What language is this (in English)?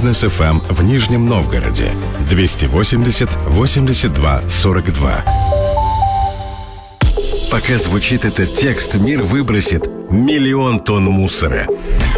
Russian